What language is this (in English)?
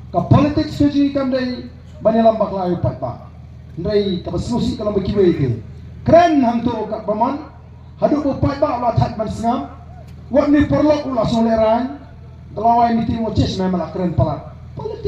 Khasi